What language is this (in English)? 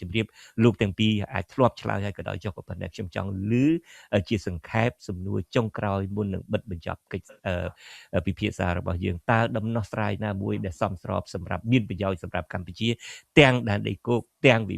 Khmer